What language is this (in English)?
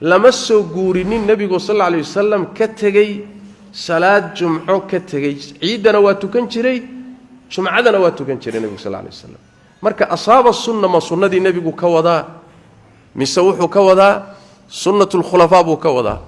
Somali